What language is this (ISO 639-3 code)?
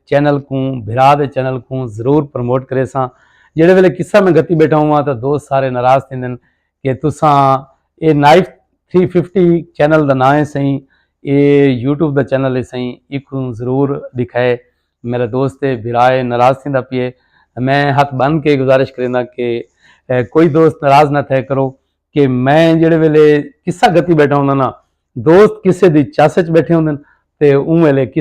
skr